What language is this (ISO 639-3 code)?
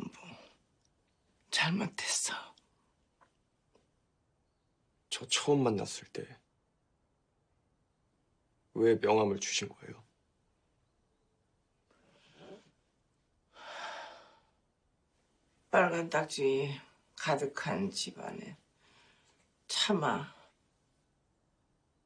kor